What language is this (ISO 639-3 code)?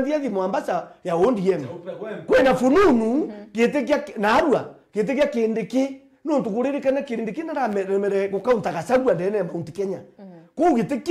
mer